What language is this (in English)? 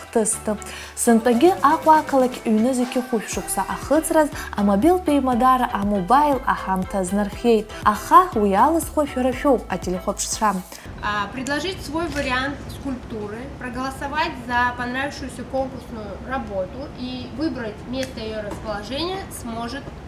Abkhazian